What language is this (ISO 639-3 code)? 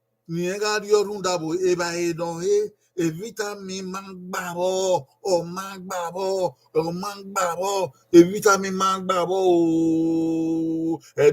bin